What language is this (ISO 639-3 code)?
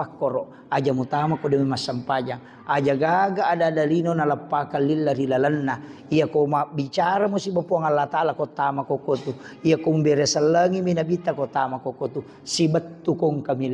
bug